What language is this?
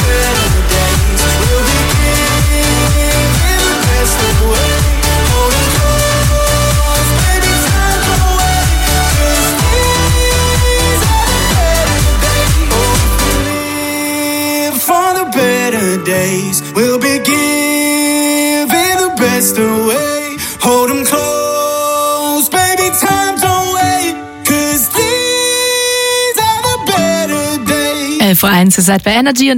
German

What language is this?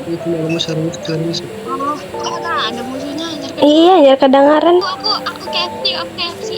Banjar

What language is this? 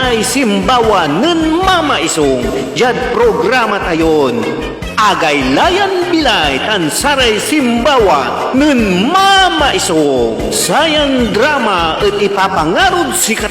Pangasinan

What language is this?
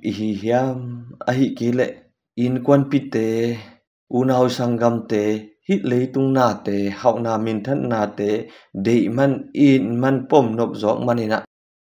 Tedim Chin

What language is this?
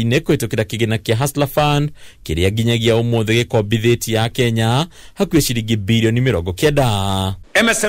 Kikuyu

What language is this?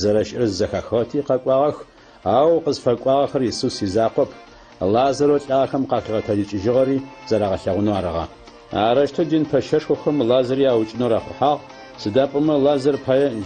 Adyghe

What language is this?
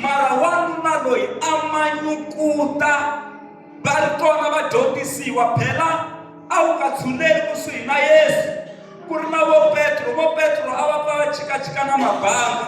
Tsonga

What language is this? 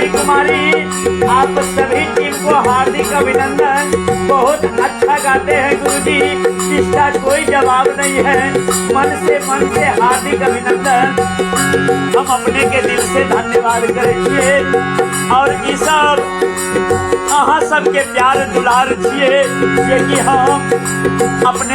Maithili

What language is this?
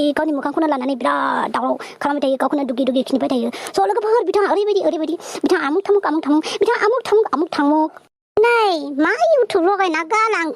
Bodo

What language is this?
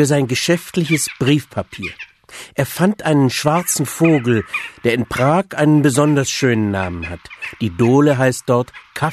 German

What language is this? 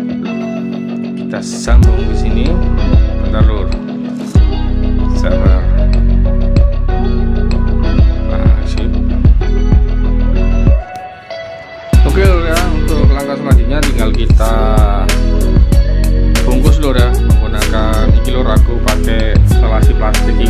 Indonesian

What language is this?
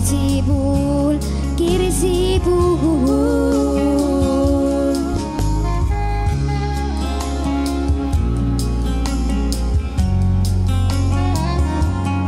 Estonian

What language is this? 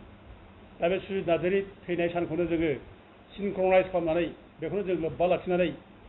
Bodo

